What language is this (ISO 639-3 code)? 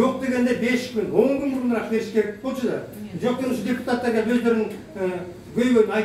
kir